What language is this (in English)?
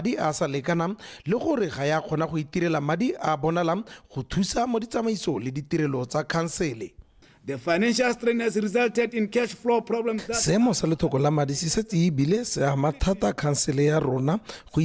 Tswana